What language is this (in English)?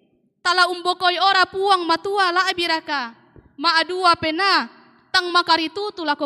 Toraja-Sa'dan